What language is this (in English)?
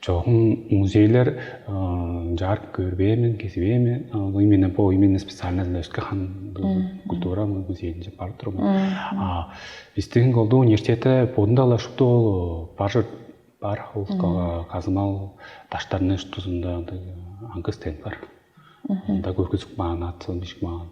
Tuvinian